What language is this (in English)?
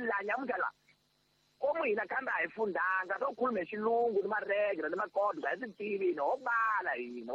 Tsonga